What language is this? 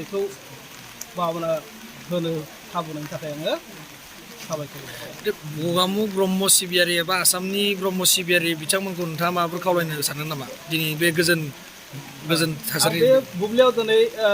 Bodo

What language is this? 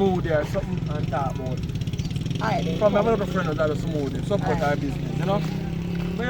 Jamaican Creole English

